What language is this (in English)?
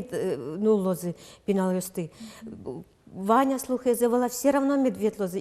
Udmurt